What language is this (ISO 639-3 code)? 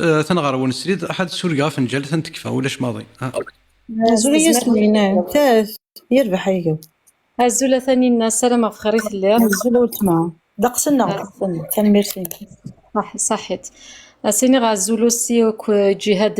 kab